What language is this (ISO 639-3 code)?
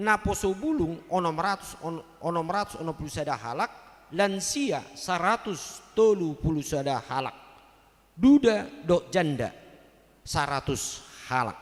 bbc